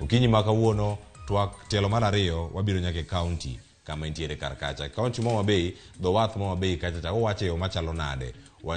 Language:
Luo (Kenya and Tanzania)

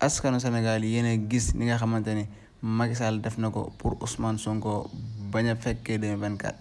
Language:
Wolof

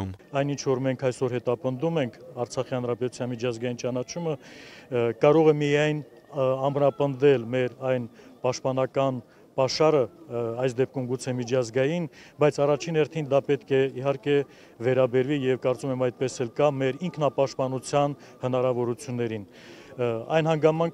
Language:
Armenian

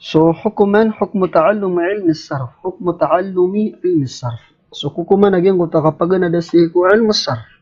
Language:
Maranao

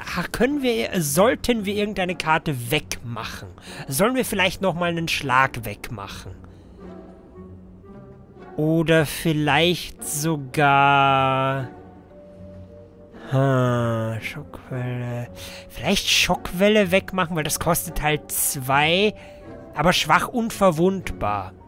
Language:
German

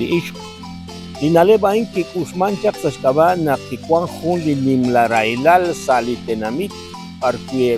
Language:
Kekchí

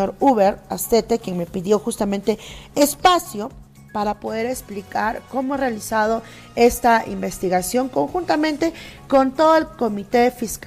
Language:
Spanish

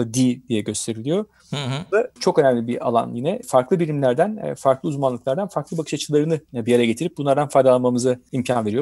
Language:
Turkish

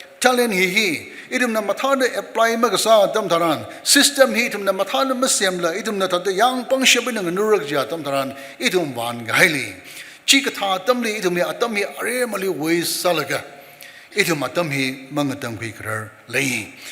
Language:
Tangkhul Naga (India)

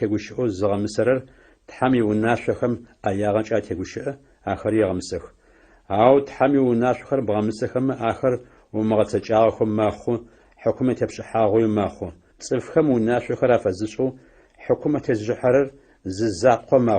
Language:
Adyghe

